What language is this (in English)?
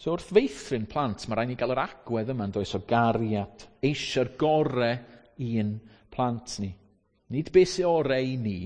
Welsh